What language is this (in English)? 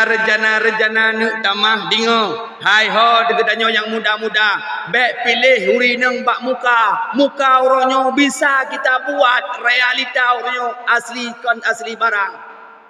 Achinese